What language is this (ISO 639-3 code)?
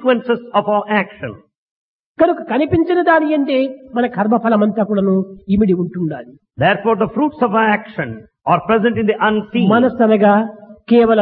tel